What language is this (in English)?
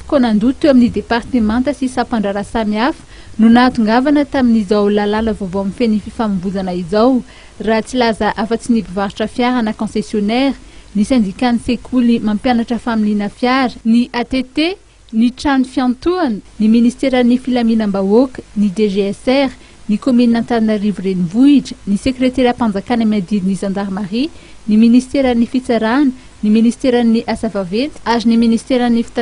Malagasy